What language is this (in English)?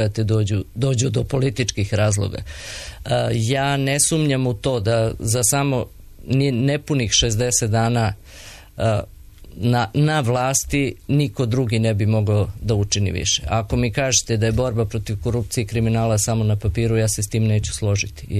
Serbian